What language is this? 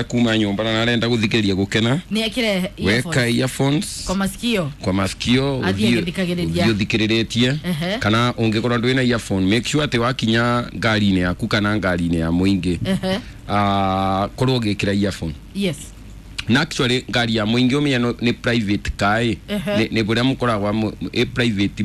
Kikuyu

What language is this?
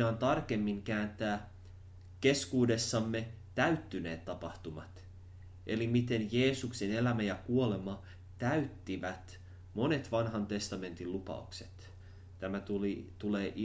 Finnish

